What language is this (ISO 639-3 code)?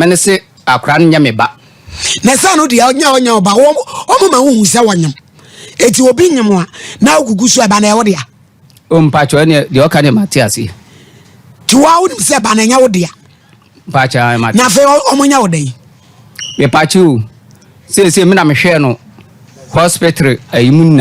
aka